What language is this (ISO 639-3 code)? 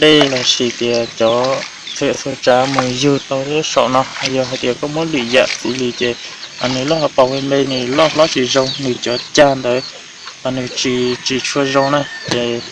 hmn